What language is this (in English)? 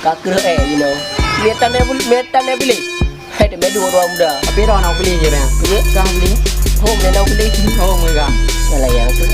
Achinese